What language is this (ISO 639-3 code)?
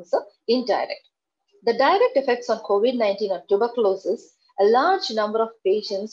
eng